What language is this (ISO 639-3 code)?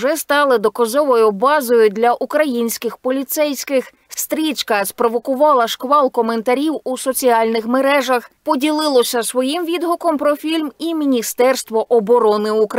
ukr